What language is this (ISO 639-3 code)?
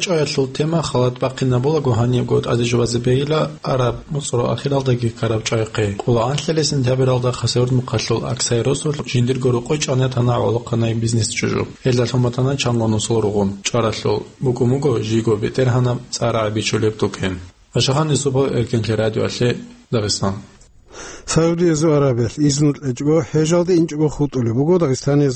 ava